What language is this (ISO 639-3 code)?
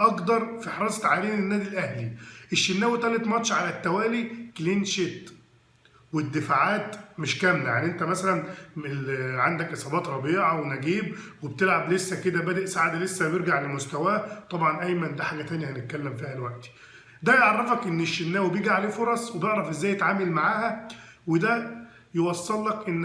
arz